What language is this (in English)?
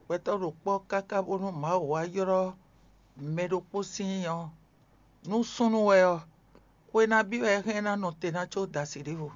Fon